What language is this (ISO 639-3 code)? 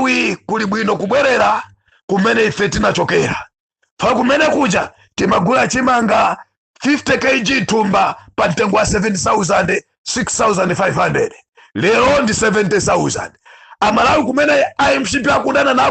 nya